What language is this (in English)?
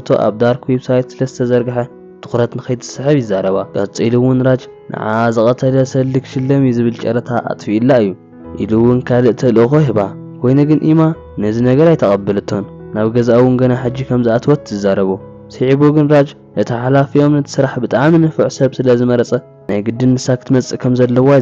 Tigrinya